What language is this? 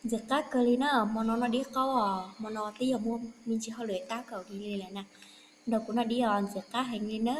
Hmong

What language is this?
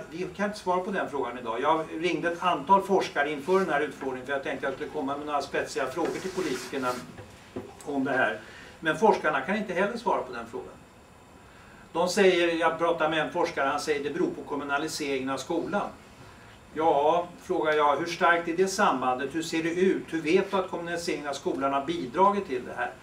Swedish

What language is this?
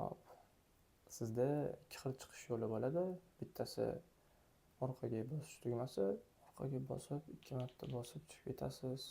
Uzbek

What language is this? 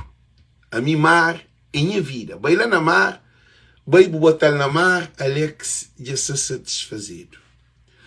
Kabuverdianu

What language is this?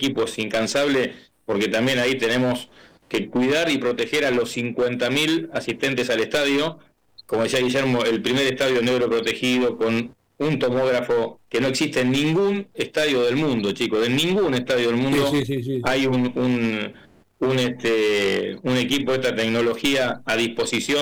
Spanish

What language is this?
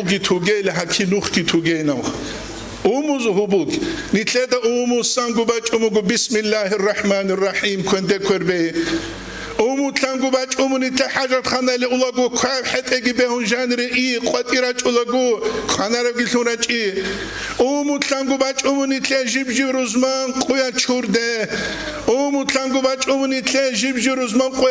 Avaric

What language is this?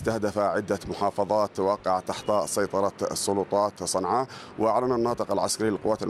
Arabic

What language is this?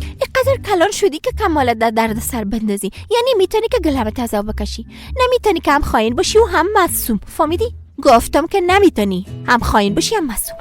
Persian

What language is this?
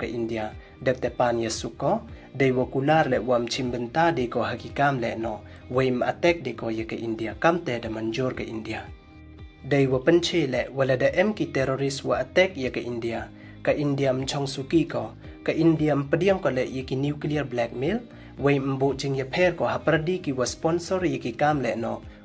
Pnar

